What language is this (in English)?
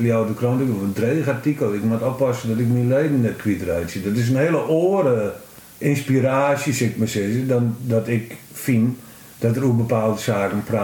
Western Frisian